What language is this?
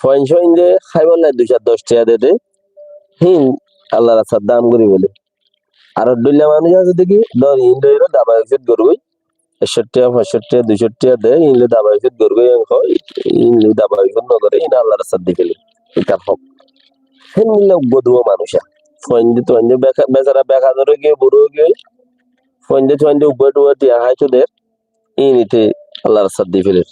Rohingya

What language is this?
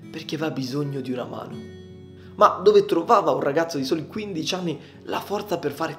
Italian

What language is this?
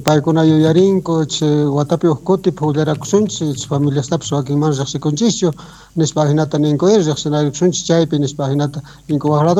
South Bolivian Quechua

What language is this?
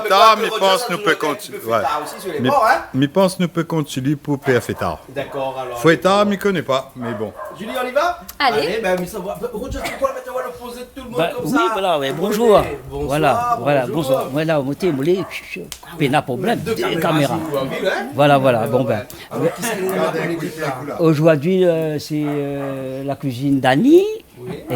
Réunion Creole French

